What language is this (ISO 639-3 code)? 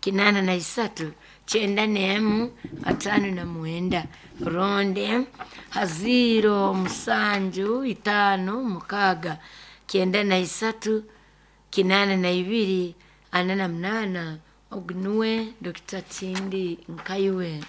nyo